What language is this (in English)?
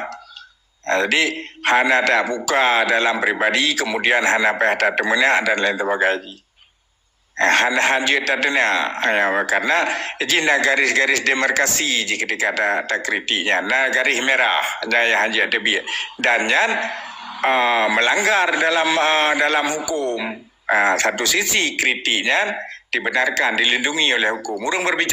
Achinese